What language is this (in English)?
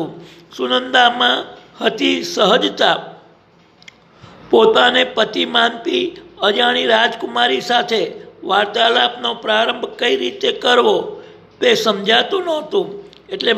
Gujarati